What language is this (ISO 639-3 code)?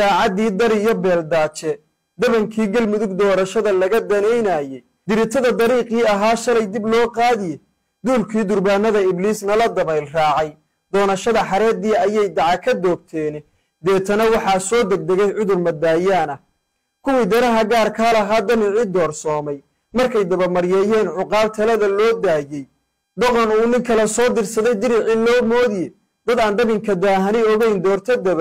som